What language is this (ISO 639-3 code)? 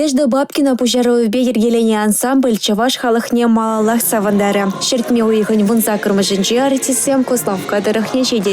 chv